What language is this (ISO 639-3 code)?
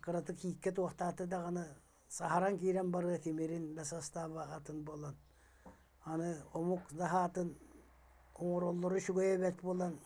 sah